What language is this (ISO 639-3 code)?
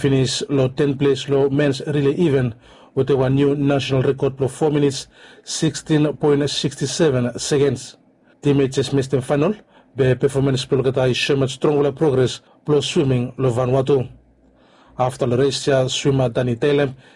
bis